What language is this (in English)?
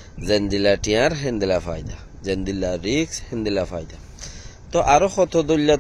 Rohingya